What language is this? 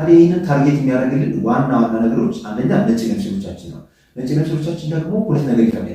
Amharic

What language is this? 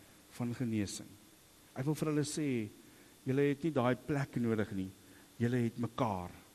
Afrikaans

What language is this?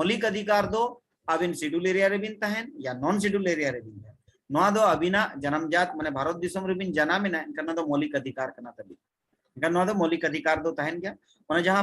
Santali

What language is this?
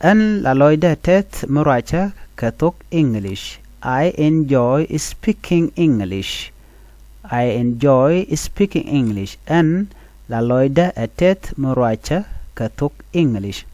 Nuer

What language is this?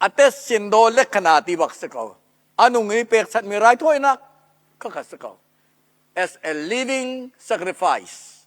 Hakha Chin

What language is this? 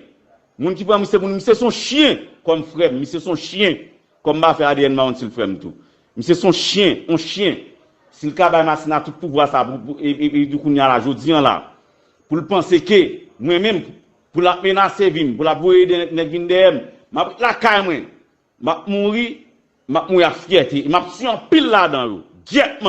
Haitian Creole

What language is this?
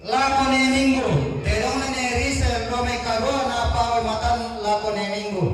Toraja-Sa'dan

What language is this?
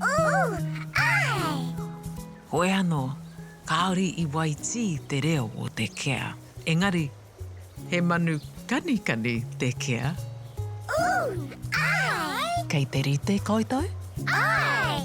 Māori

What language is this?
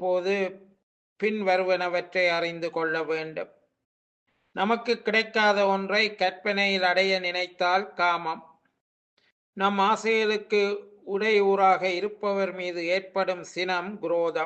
Tamil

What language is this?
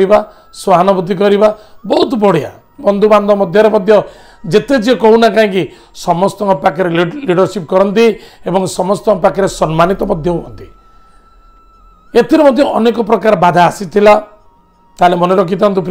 Odia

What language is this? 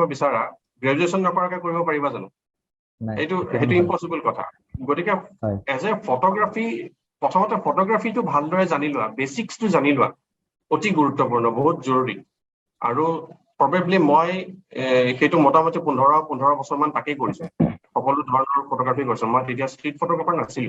Assamese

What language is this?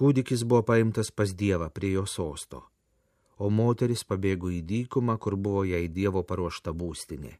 Lithuanian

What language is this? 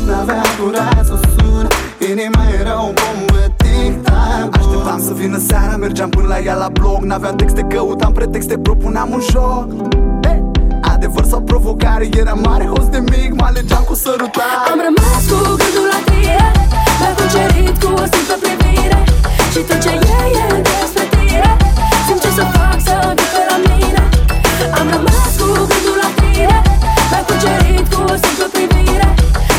Romanian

